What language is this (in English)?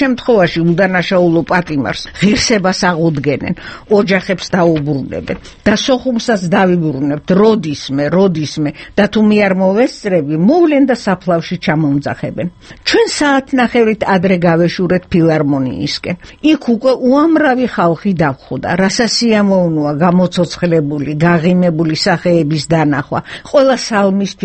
Georgian